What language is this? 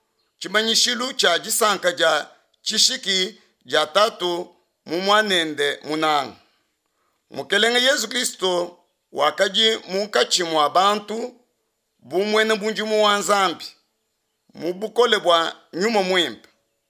Luba-Lulua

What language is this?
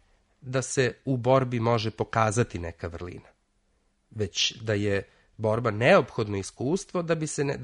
Serbian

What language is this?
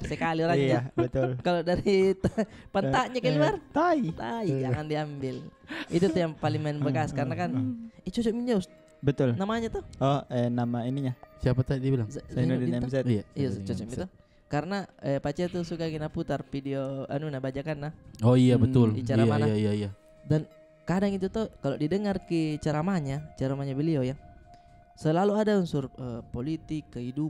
Makassar Malay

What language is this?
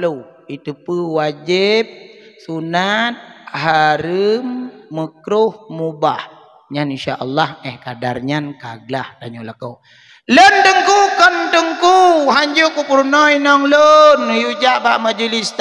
Achinese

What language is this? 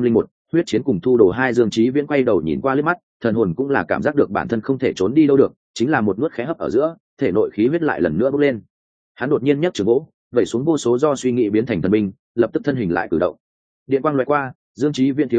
Vietnamese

